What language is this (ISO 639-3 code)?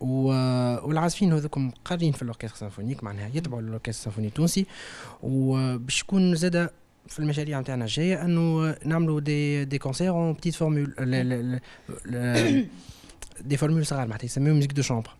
aeb